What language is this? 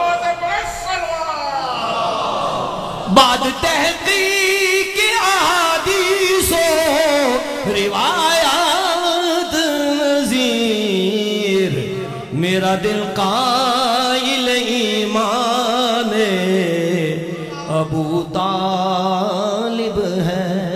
Urdu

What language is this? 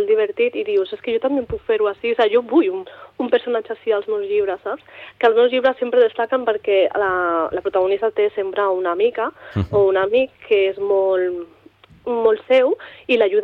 Catalan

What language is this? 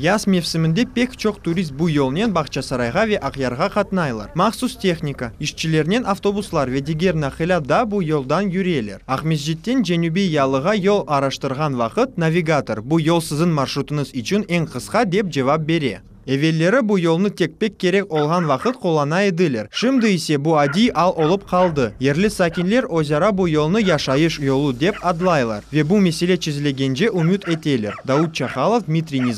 Crimean Tatar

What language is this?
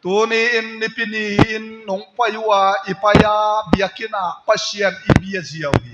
Tedim Chin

